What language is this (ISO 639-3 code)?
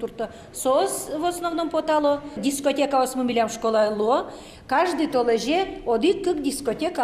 udm